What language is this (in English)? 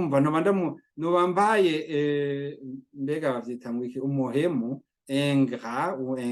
Rundi